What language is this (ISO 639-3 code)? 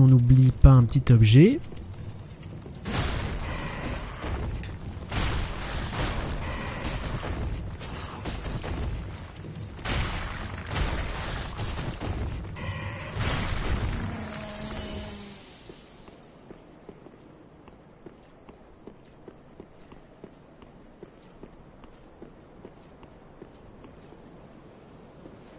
fra